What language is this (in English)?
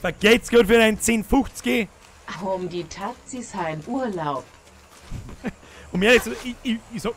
Bavarian